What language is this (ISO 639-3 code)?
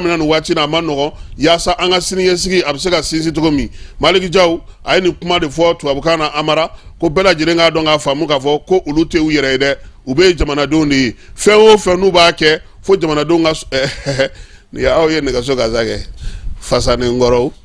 bam